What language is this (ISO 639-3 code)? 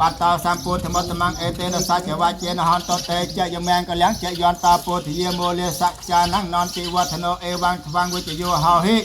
khm